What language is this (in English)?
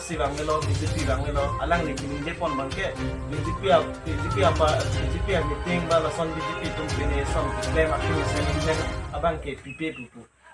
Karbi